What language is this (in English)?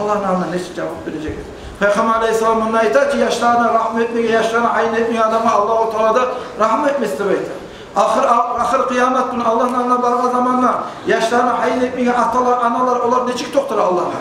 Kumyk